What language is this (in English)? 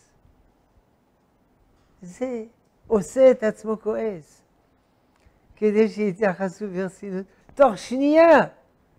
Hebrew